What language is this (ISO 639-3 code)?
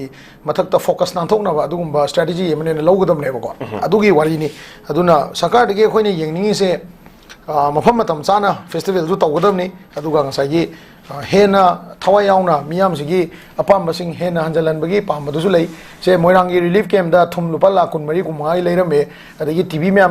mni